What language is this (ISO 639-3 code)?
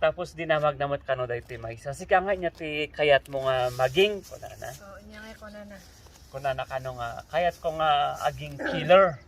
ilo